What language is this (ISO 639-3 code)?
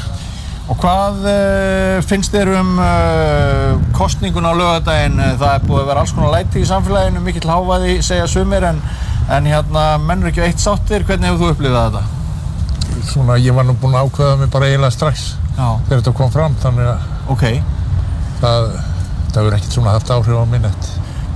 isl